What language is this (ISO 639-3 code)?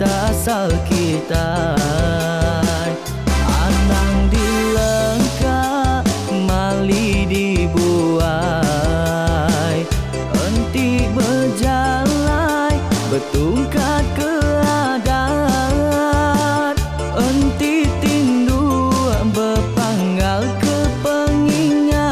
iba